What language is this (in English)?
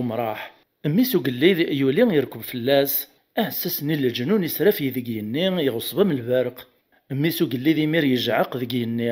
Kabyle